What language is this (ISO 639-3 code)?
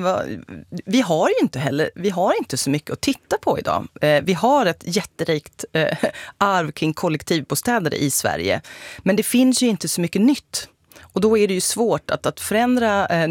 swe